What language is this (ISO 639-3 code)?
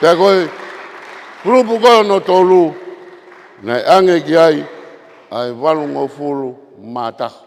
ton